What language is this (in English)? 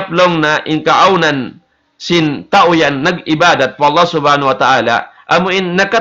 Tausug